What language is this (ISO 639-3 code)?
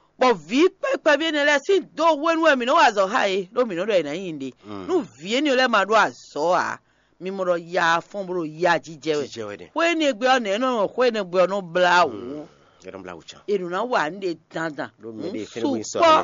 fon